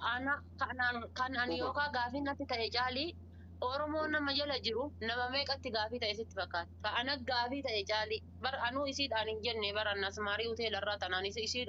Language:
Oromo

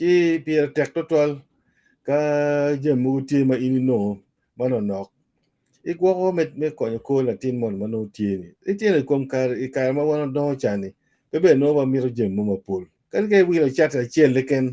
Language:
Acoli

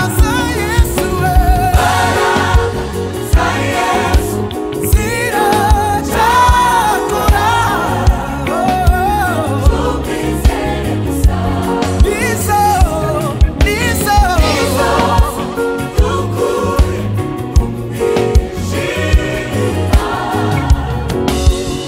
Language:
Kinyarwanda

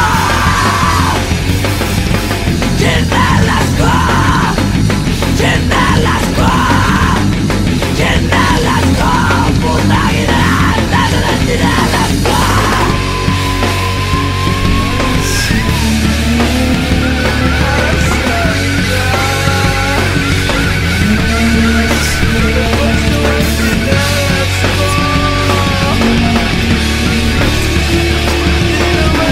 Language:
Filipino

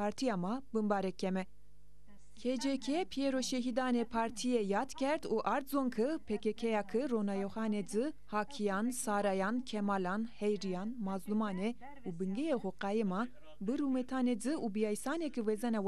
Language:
Zaza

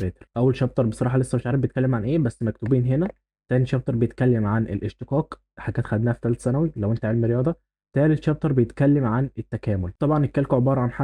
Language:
Egyptian Arabic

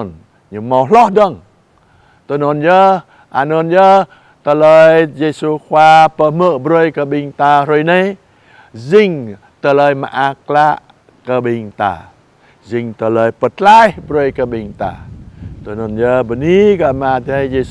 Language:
Jarai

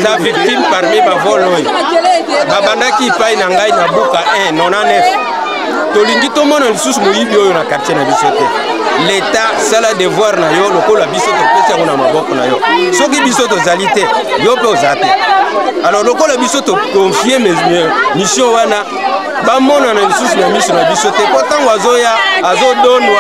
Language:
Lingala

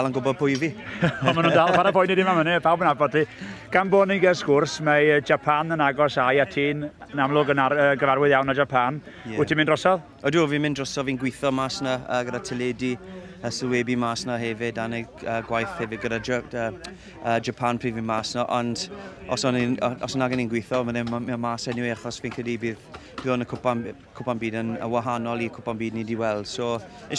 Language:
Welsh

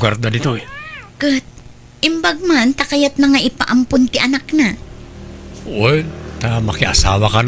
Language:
Iloko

